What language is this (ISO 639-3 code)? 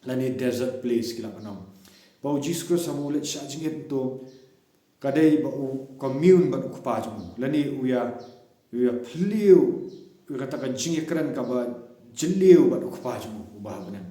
kha